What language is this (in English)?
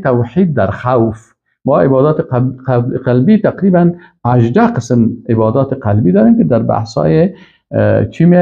Persian